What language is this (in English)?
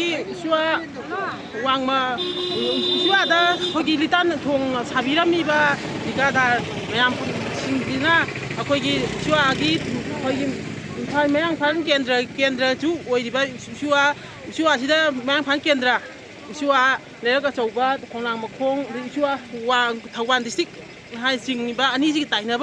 Manipuri